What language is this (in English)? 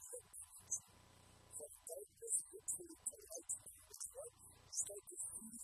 English